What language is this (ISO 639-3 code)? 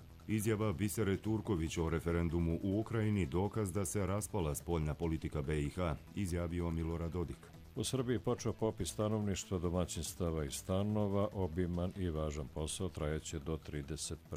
hrv